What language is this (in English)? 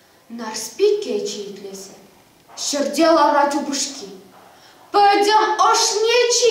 Chuvash